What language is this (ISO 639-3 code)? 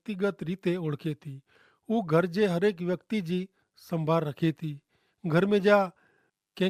kfr